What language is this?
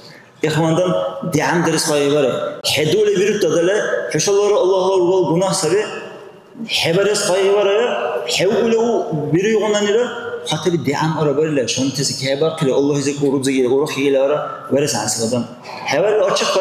Dargwa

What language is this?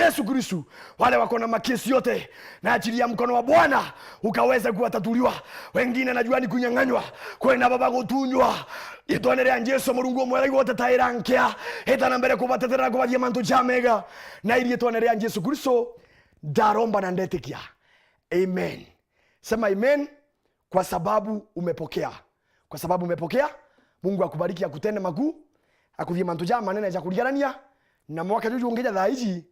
Meru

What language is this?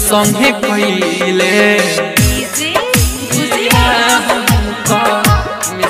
Bhojpuri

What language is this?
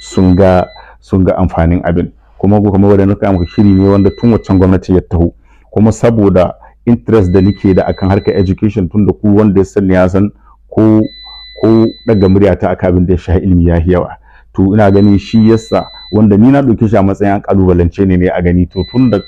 Hausa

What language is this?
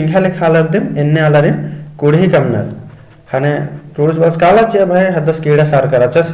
Kurukh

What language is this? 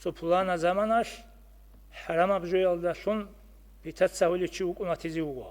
Avaric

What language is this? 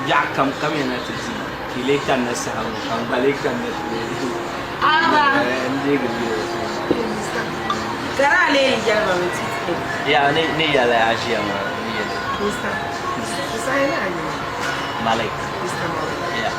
Dagbani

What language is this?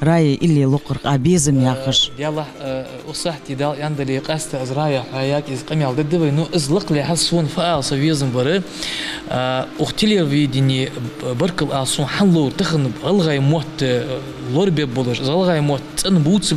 Ingush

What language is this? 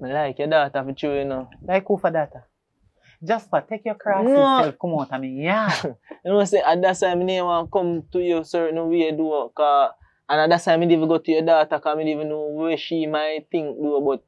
Jamaican Creole English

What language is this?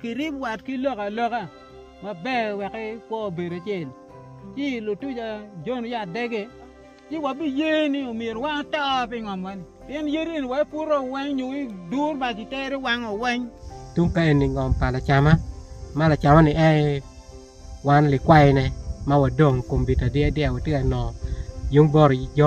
Acoli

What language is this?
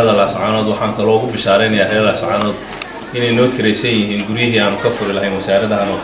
Somali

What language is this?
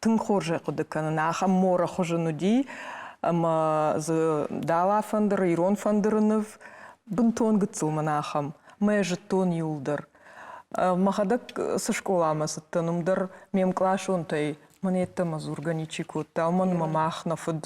Ossetic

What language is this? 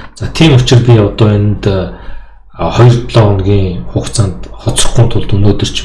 Mongolian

